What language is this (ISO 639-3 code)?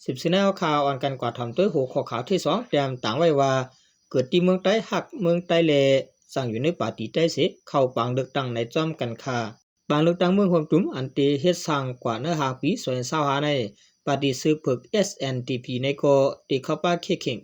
shn